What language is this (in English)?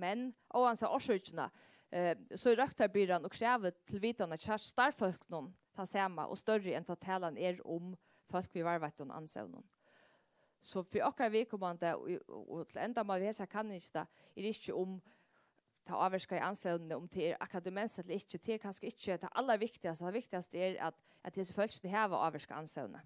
Faroese